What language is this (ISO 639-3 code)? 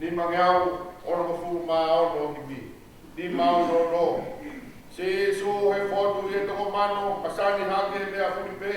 ton